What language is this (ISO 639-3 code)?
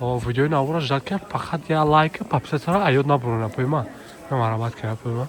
tgk